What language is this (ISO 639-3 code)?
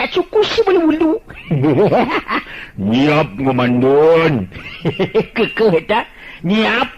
sun